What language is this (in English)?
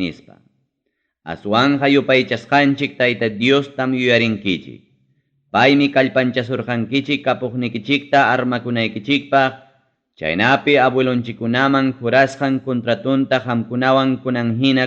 Ayacucho Quechua